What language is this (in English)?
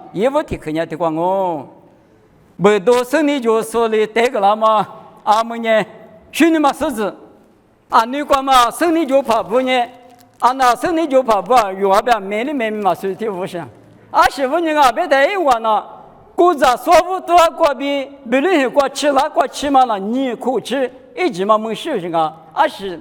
Lisu